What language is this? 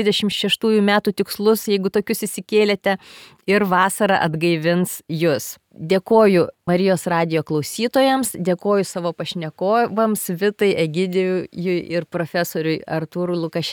Lithuanian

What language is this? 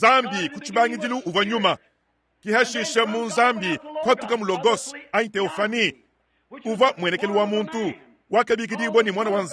Luba-Lulua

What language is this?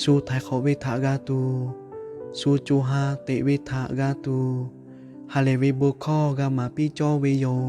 Lahu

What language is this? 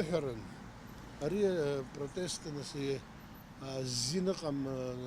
Abkhazian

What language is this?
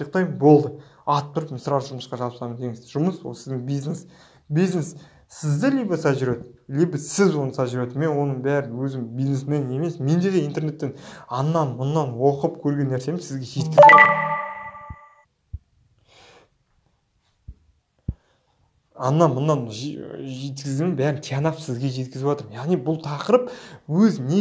Kazakh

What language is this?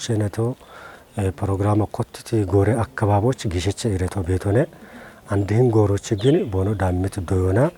Kafa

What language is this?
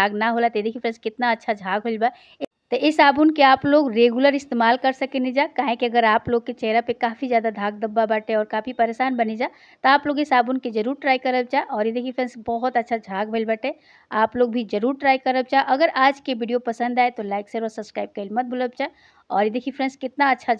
Bhojpuri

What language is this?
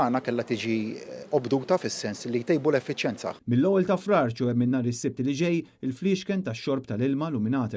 Maltese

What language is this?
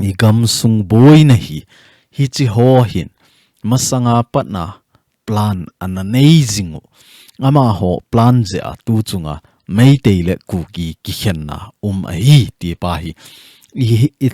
Thado Chin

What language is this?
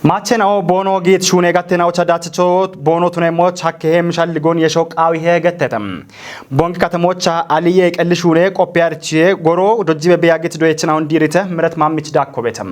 Kafa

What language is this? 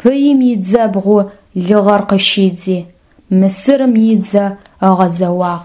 Adyghe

